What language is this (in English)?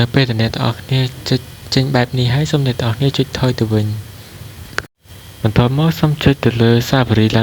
Khmer